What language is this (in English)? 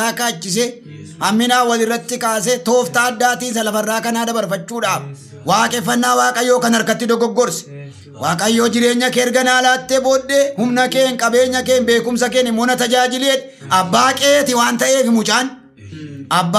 Oromo